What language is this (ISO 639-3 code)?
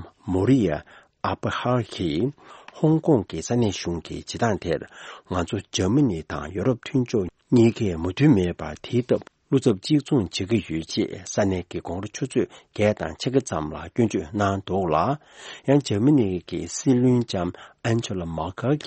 bod